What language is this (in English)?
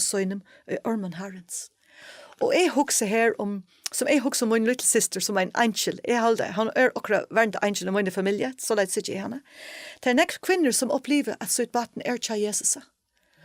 Faroese